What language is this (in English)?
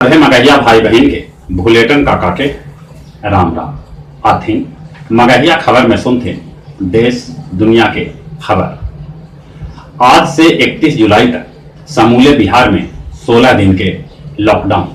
Magahi